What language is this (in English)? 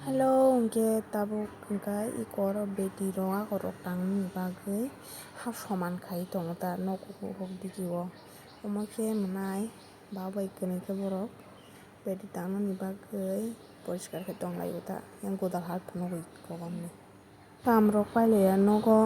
Kok Borok